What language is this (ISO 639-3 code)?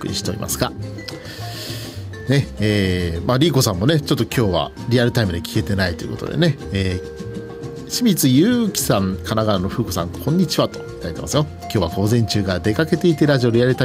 jpn